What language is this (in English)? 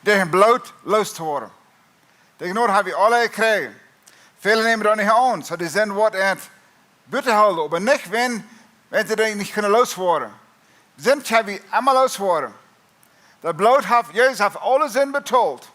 Plautdietsch